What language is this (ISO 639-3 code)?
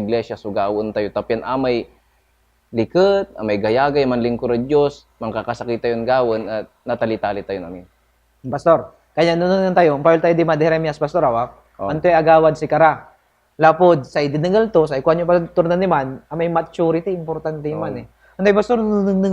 pag